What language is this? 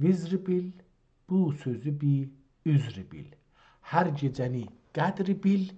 South Azerbaijani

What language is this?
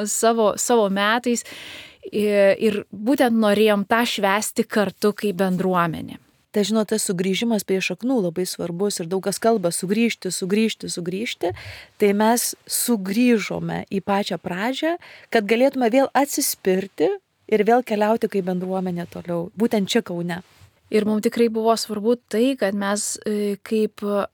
Lithuanian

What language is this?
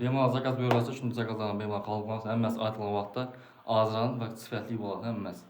Uzbek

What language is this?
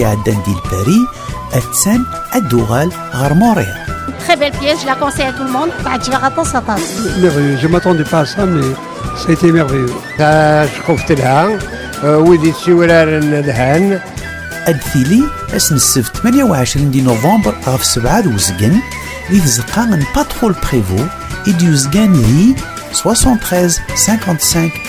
Kabyle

